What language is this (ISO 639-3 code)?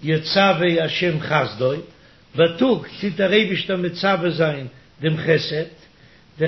yid